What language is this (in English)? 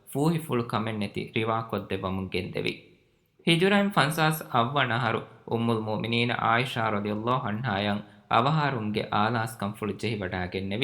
Divehi